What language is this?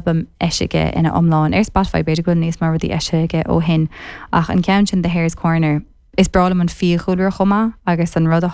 Irish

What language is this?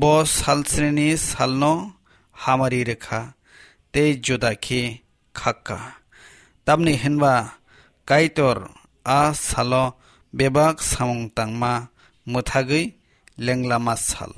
Kok Borok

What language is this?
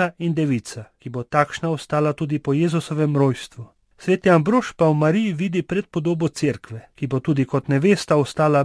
Slovenian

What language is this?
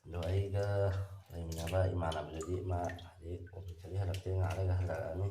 Manipuri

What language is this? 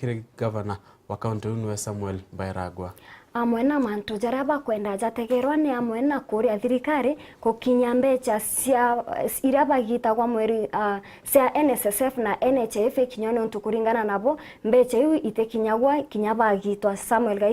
Meru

